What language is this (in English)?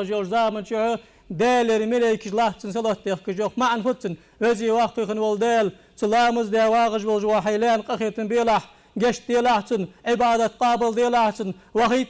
Ingush